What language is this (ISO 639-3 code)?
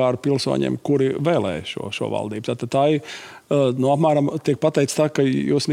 lav